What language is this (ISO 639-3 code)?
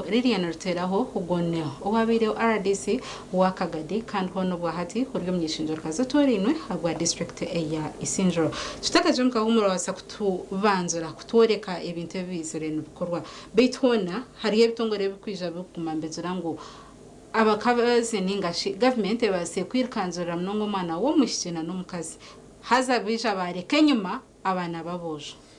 nyn